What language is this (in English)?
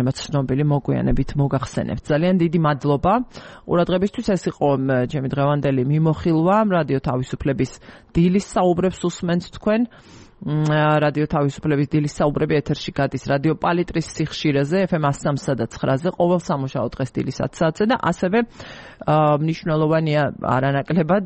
Georgian